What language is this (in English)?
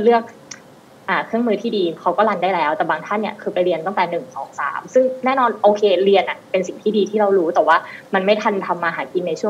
Thai